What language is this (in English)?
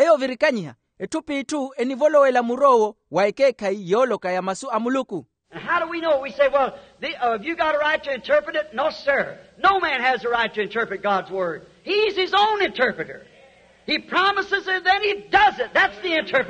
Makhuwa